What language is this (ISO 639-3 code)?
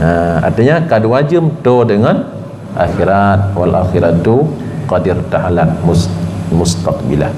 ace